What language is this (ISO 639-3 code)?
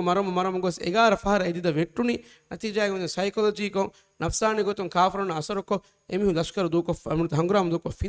div